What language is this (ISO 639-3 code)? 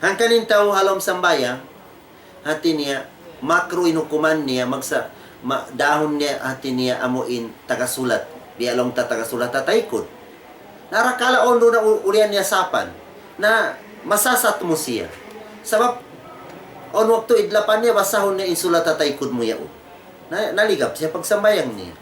tsg